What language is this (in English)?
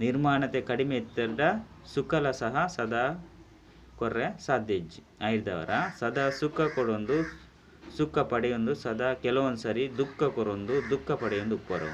Tulu